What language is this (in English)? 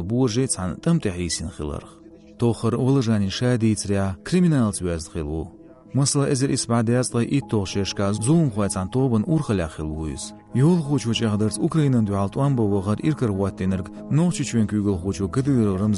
Chechen